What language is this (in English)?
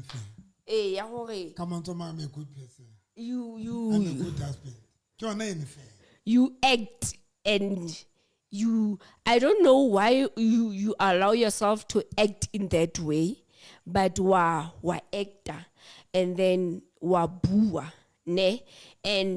Southern Sotho